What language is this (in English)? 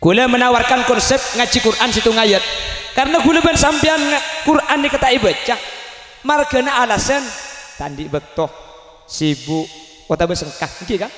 Madurese